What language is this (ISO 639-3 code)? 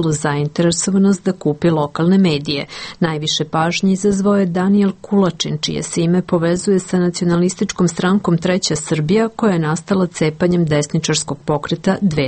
srp